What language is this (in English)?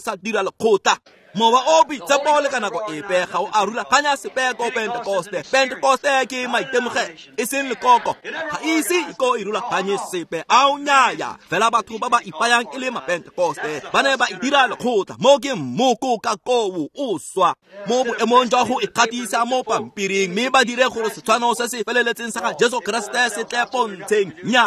Tswana